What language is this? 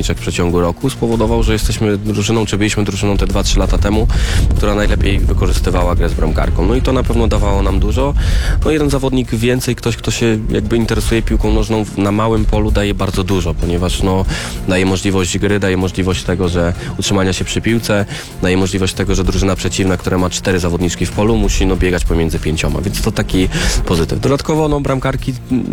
Polish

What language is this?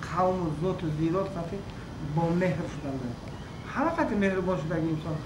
Tajik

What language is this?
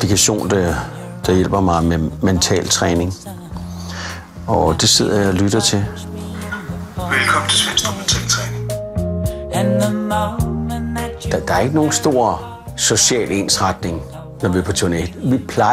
Danish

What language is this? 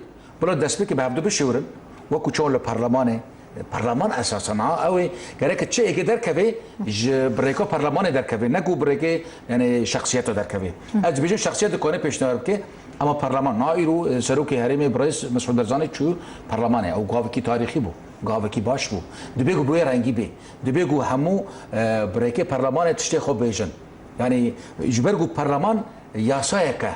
Kurdish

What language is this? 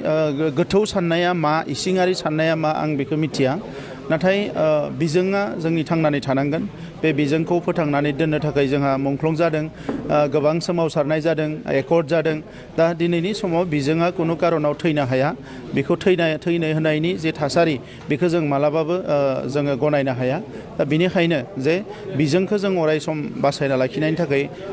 Bodo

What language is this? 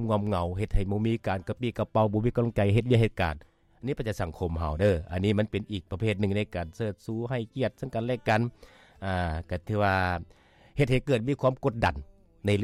Lao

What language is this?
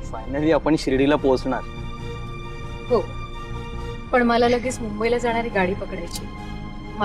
Marathi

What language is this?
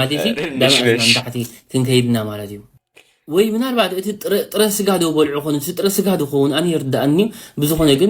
Tigrinya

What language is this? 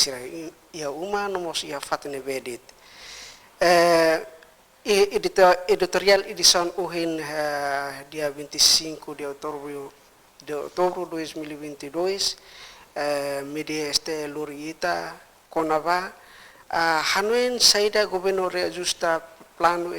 Tetum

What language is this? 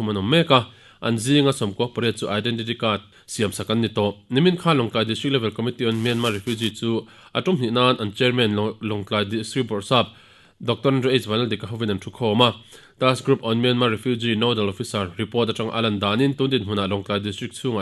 Mizo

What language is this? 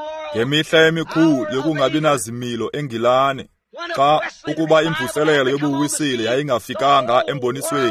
Xhosa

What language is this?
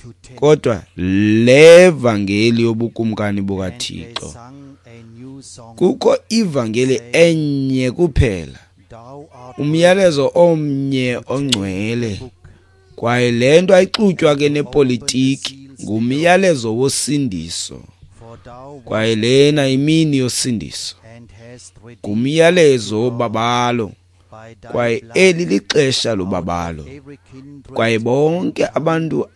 Xhosa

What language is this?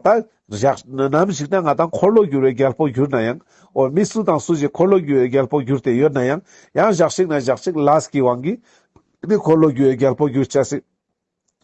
Ladakhi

